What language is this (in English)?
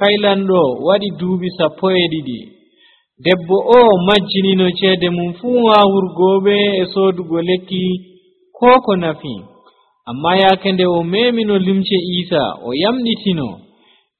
Nigerian Fulfulde